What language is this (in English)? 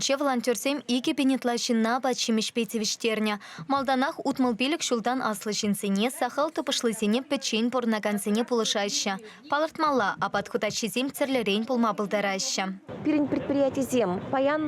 Chuvash